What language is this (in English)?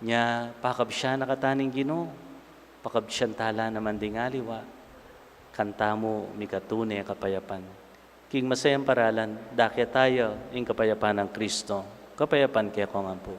Pampanga